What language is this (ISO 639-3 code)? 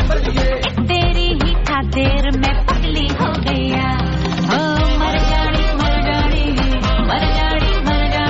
pan